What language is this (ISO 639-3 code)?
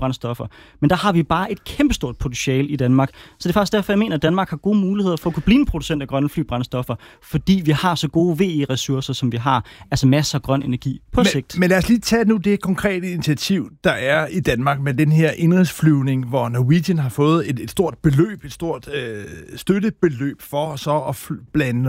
dan